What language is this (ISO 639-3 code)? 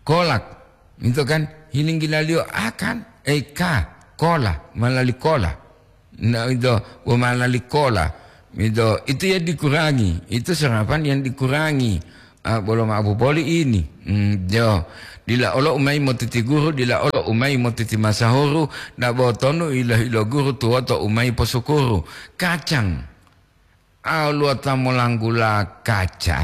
gor